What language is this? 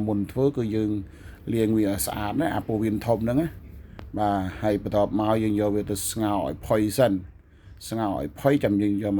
Khmer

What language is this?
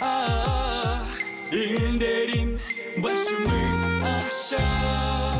Gagauz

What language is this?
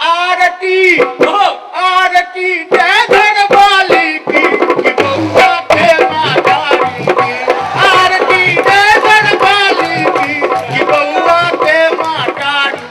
Maithili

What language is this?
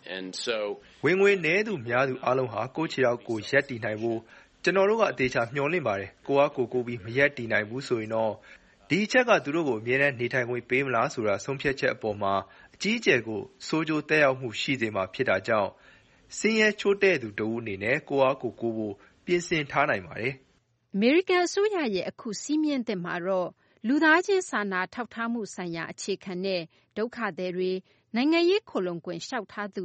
Burmese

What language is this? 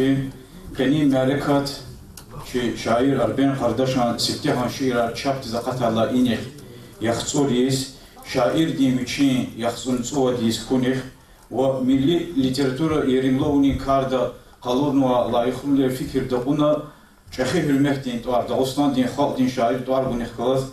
Lezghian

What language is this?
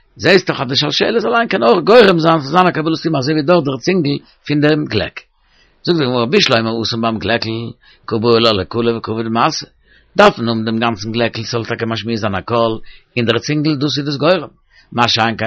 Yiddish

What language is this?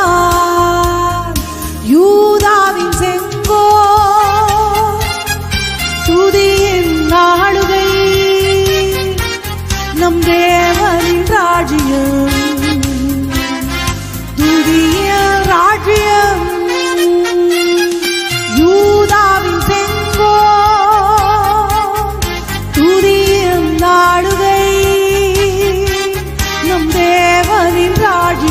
Tamil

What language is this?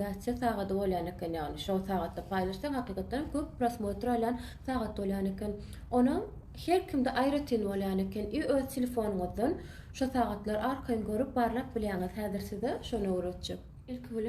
Turkmen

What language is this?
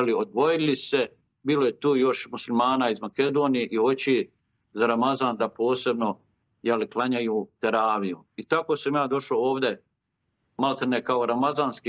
Bosnian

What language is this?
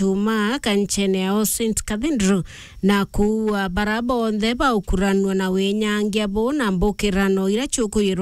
Meru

